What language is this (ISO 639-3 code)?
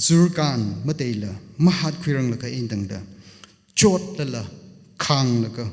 nmf